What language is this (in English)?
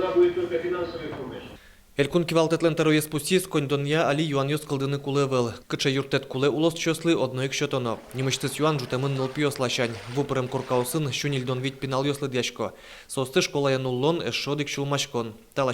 Udmurt